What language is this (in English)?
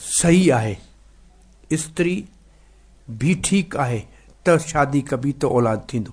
Sindhi